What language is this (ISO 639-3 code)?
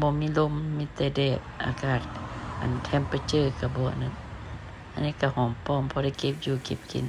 lao